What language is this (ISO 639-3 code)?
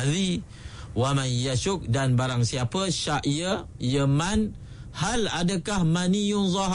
msa